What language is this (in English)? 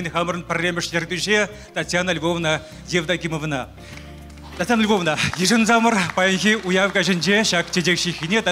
Chuvash